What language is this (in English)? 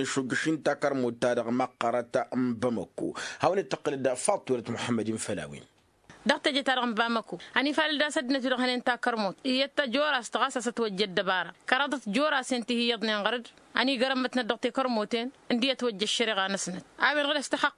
Tamasheq